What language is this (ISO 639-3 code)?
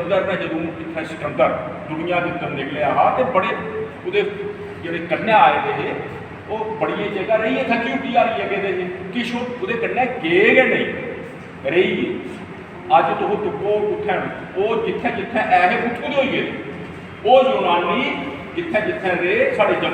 doi